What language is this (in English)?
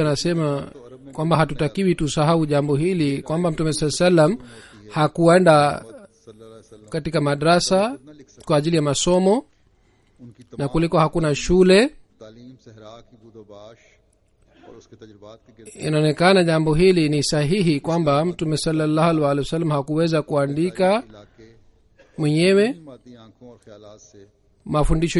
Swahili